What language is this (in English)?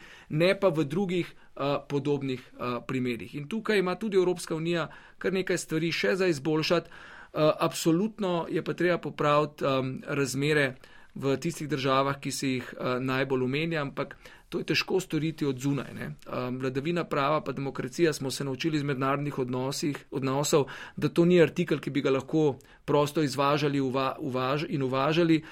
Slovenian